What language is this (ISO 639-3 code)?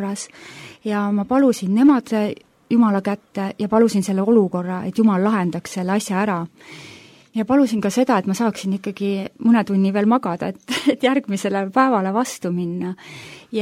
est